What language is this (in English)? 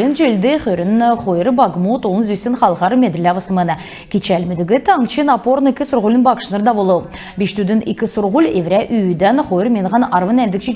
Kalmyk